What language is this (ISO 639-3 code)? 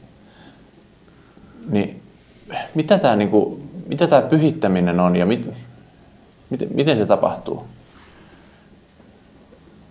fin